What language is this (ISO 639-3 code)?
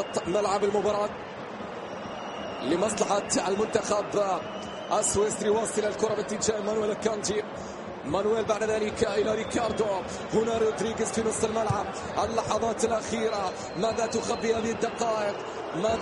ara